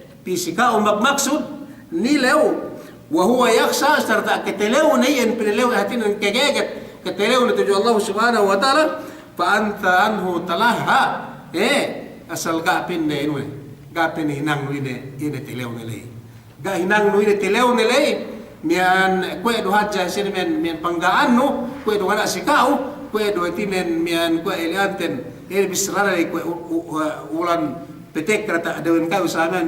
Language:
Yakan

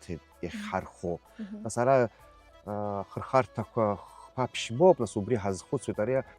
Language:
Abkhazian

